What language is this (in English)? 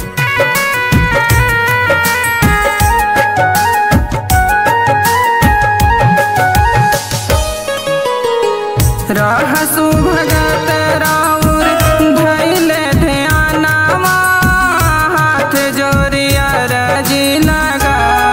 Bhojpuri